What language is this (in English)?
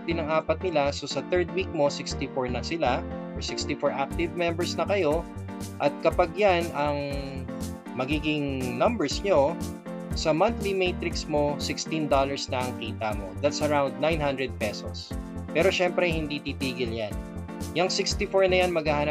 Filipino